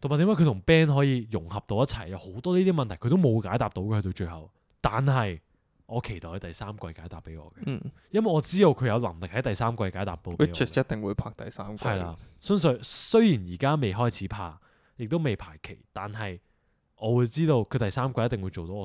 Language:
Cantonese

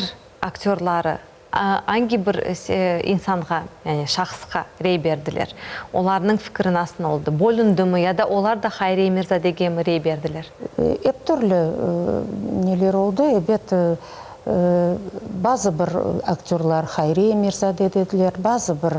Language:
Crimean Tatar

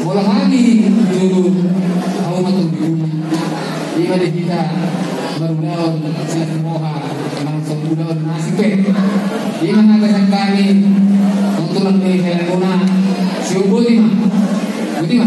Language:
Batak Toba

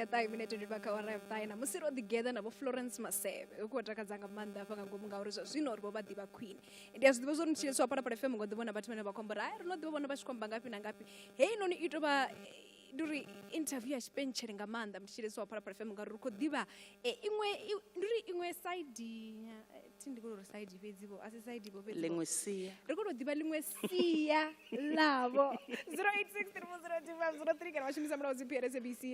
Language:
Venda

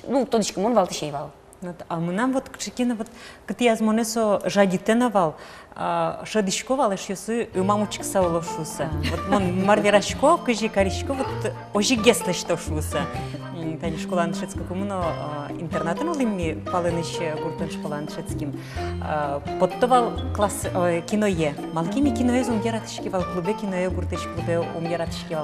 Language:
Udmurt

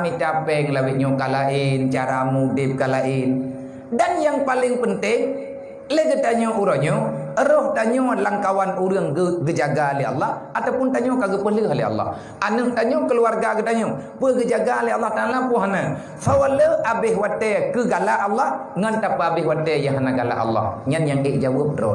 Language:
Achinese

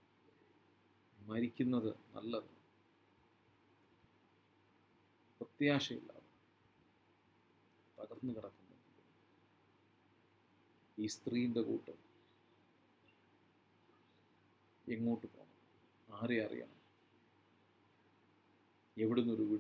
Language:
Malayalam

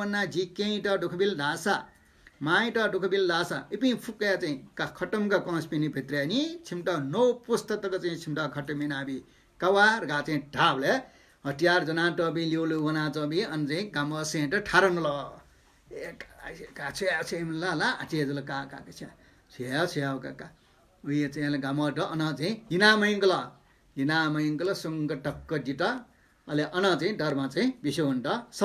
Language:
Newari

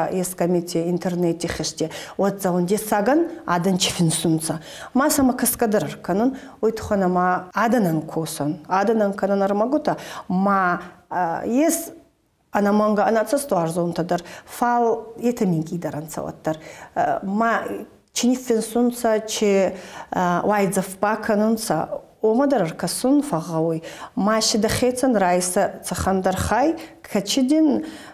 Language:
Ossetic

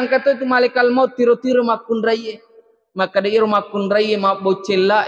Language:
Buginese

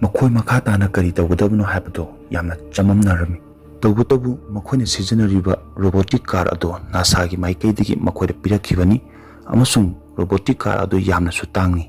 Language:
Manipuri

